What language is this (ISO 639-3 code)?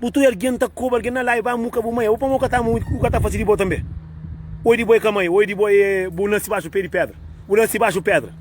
kea